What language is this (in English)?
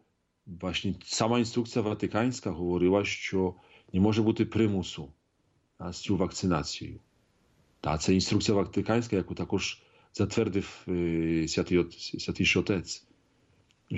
Ukrainian